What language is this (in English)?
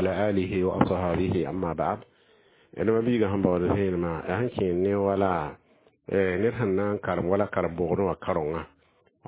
Mossi